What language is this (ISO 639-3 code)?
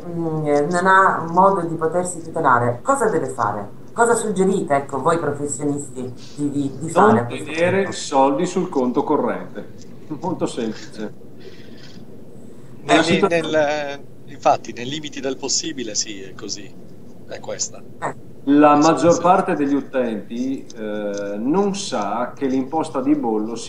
ita